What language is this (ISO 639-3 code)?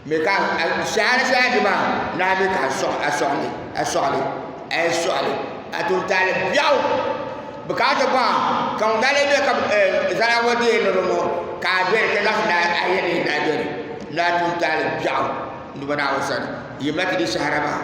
dag